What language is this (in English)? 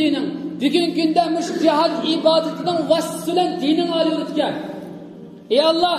Uyghur